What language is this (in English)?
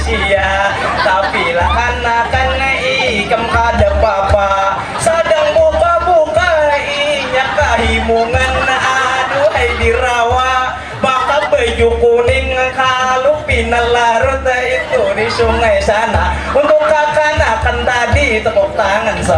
Banjar